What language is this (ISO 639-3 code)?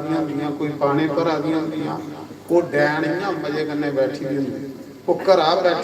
doi